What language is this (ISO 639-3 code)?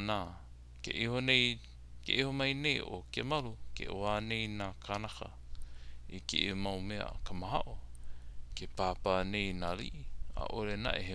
haw